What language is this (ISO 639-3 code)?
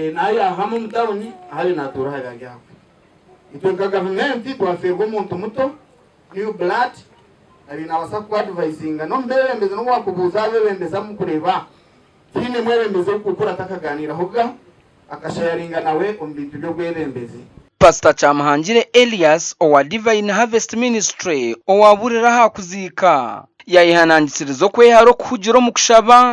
nyn